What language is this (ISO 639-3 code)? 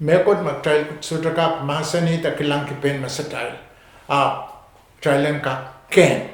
pon